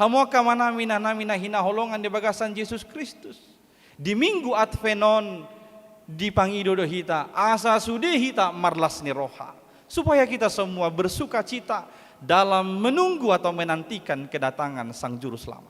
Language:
Batak Toba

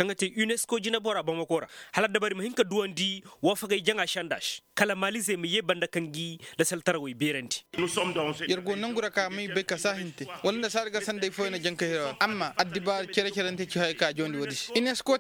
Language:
Koyraboro Senni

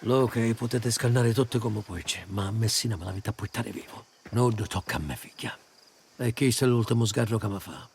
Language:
Sicilian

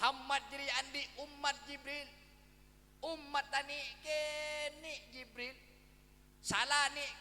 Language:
Madurese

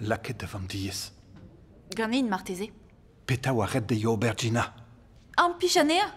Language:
Breton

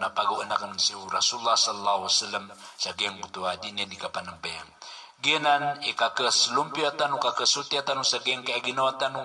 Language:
Maranao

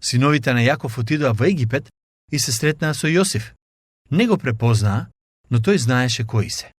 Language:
Macedonian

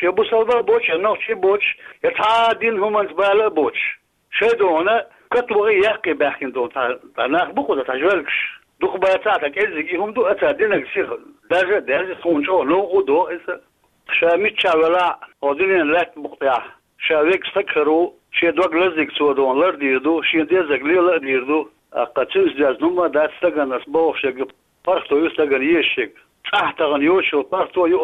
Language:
Chechen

